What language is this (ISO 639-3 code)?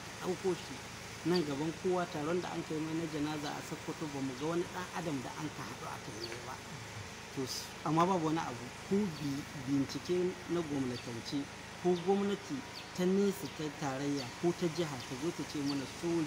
hau